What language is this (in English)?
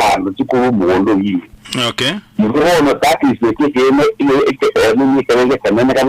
Gusii